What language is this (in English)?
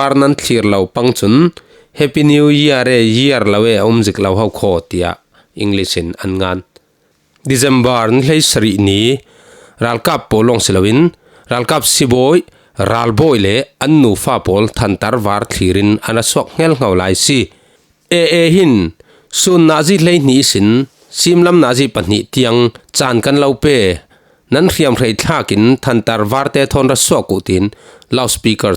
Falam Chin